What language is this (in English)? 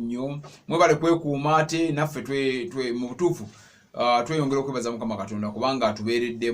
Ganda